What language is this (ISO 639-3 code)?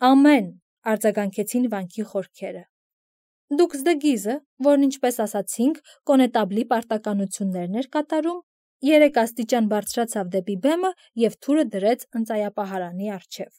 hye